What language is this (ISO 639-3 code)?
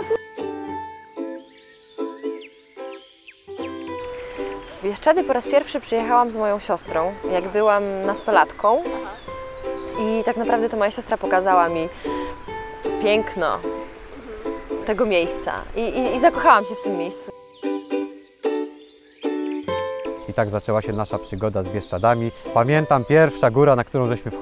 pol